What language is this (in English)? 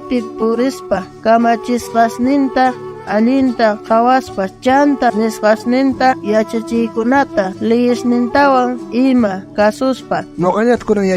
South Bolivian Quechua